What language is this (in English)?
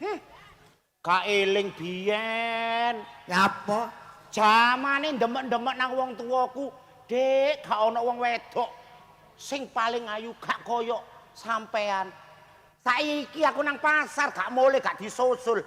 Javanese